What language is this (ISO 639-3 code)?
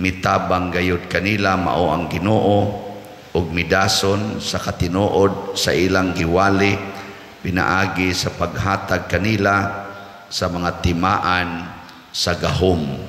ceb